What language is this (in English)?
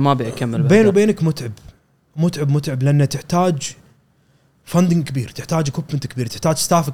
Gulf Arabic